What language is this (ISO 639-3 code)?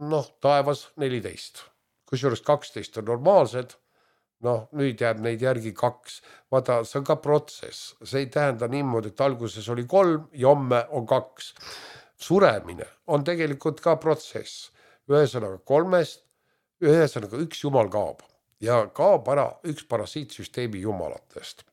est